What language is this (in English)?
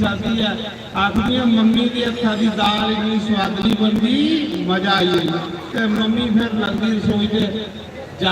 Dogri